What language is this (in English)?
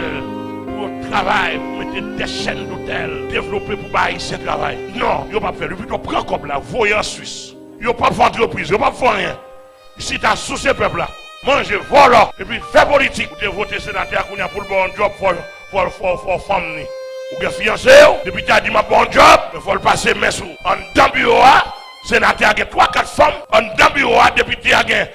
Haitian Creole